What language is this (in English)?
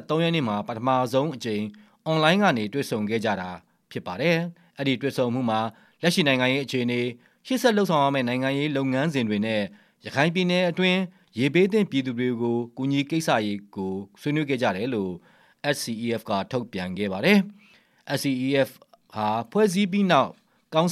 Burmese